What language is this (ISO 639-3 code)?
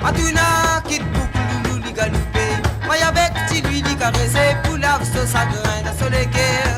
mfe